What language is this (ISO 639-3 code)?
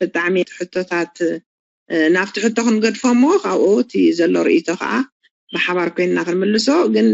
tir